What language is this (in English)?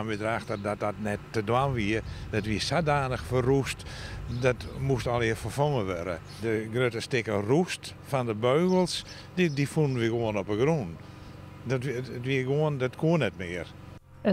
Western Frisian